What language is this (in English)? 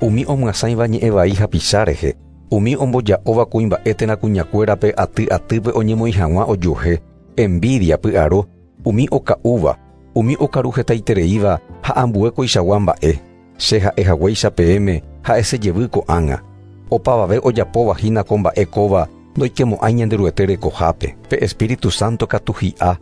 Guarani